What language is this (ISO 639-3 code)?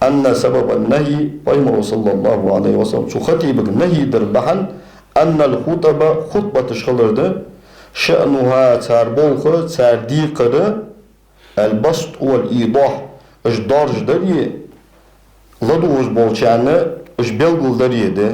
inh